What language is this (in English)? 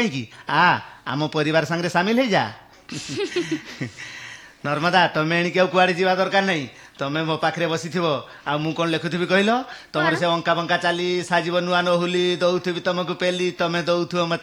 Odia